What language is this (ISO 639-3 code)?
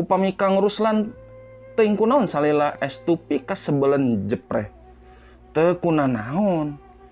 sun